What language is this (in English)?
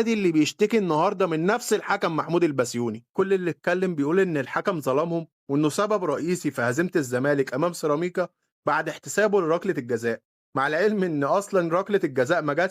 Egyptian Arabic